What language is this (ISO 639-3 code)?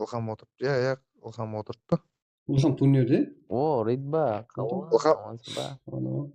kaa